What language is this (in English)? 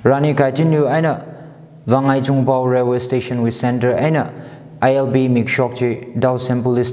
Tangkhul Naga (India)